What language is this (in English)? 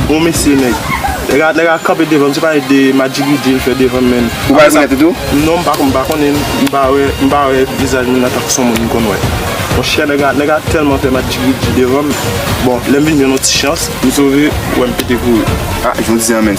Haitian Creole